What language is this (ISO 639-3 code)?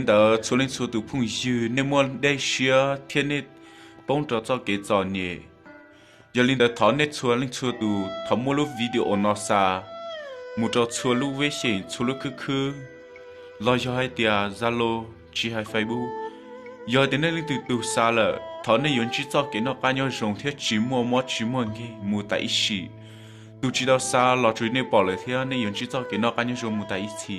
hmn